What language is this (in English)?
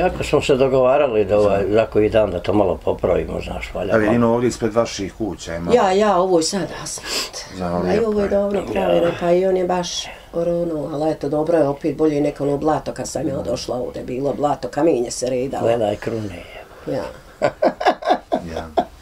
Bosnian